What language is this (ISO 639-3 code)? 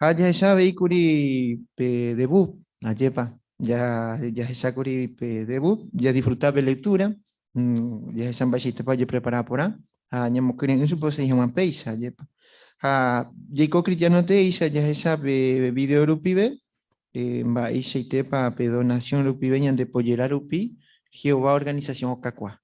grn